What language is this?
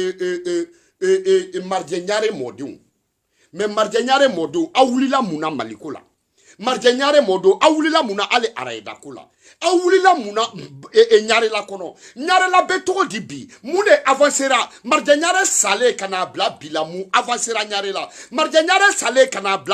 Bambara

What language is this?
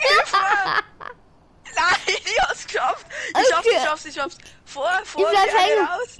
Bavarian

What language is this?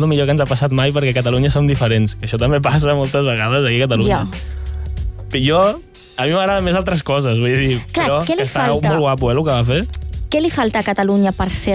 Catalan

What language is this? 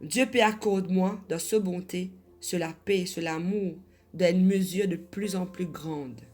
Morisyen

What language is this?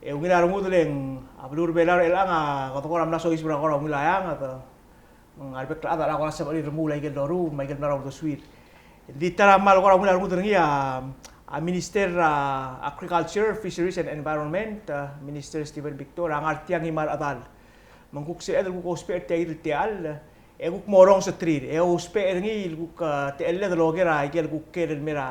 Palauan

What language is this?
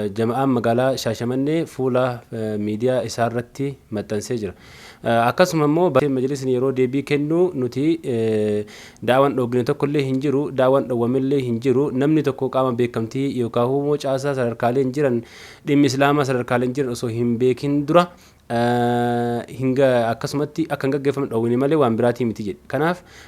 Oromo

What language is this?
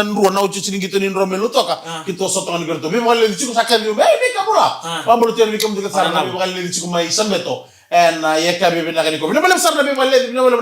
Fijian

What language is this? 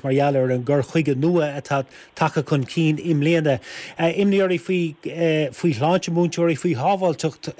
Irish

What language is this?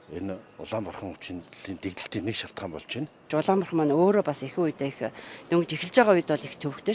Mongolian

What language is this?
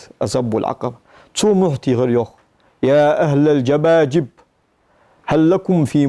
Ingush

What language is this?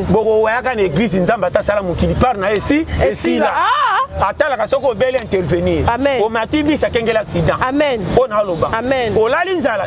Lingala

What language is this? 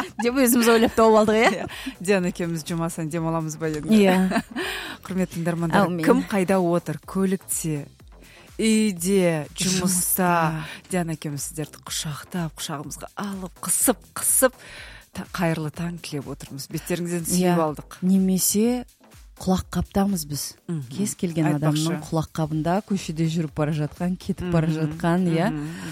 Kazakh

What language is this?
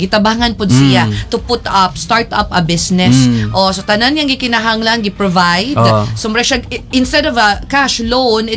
Cebuano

